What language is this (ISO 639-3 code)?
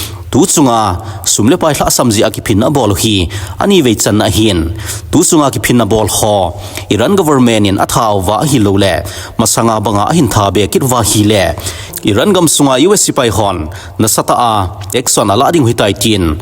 tcz